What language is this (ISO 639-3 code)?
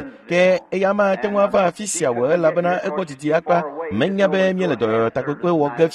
ewe